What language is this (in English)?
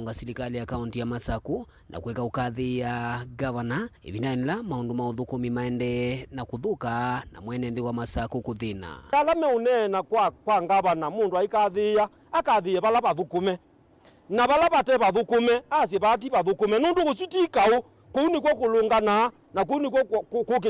Kamba